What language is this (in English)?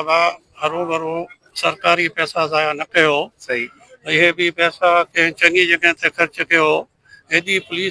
Sindhi